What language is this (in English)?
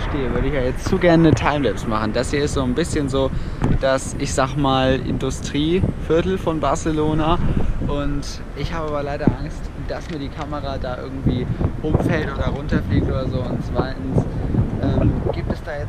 German